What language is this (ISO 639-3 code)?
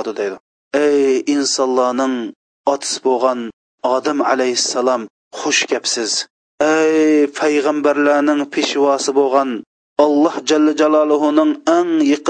uig